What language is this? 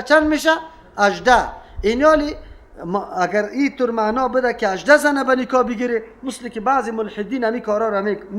Persian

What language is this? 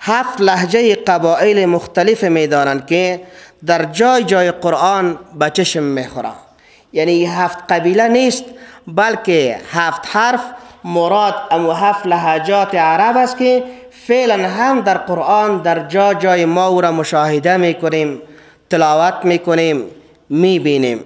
Persian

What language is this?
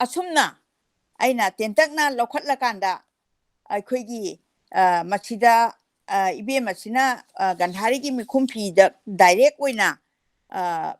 Manipuri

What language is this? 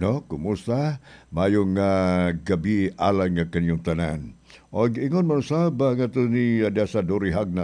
Cebuano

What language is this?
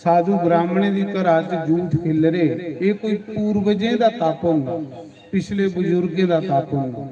Dogri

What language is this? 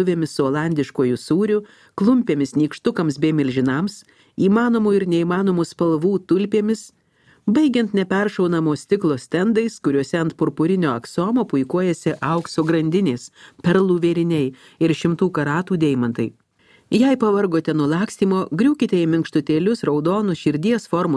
Lithuanian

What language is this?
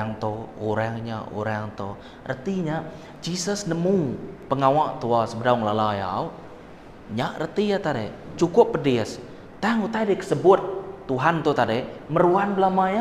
Iban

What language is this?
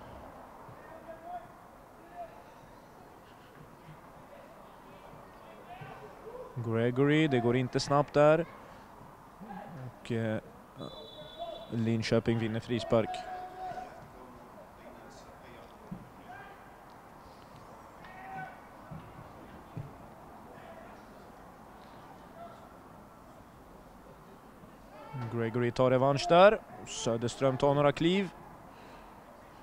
Swedish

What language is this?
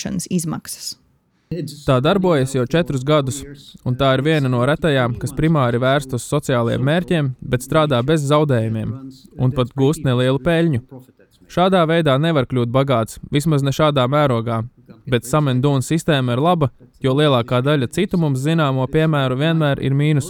Latvian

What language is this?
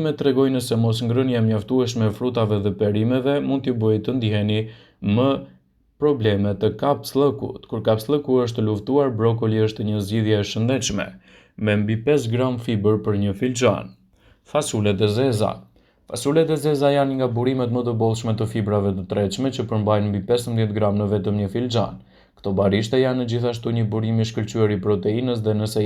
Albanian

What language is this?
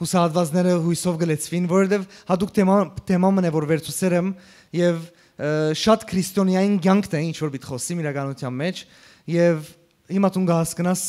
Western Armenian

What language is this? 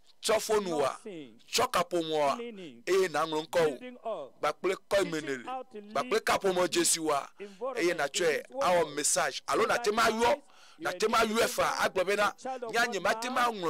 Ewe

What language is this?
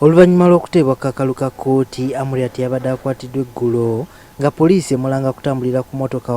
Ganda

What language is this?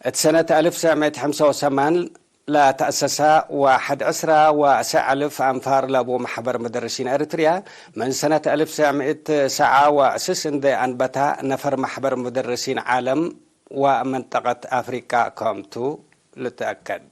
Tigre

